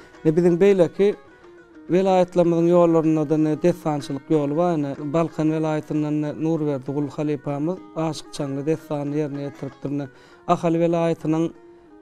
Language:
Turkmen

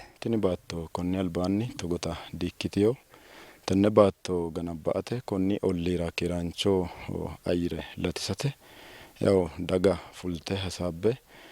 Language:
Sidamo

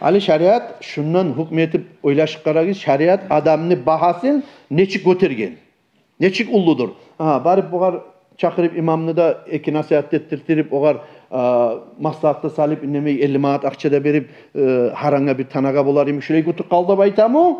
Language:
Kumyk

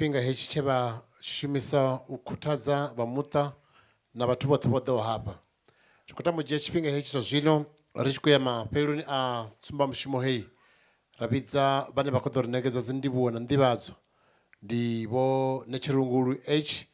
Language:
Venda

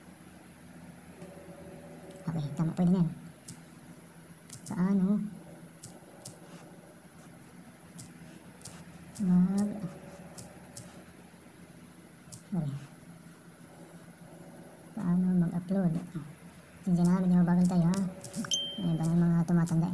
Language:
Filipino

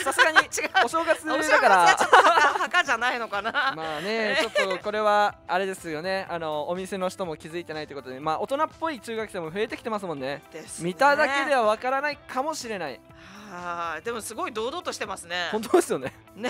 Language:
Japanese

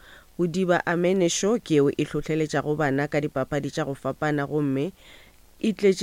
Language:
Northern Sotho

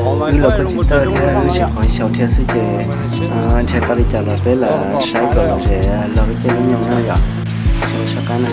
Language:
Hmong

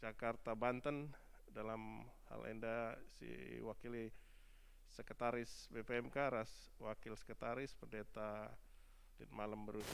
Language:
Batak Karo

